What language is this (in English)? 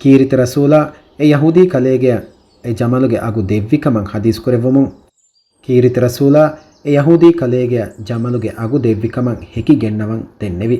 Divehi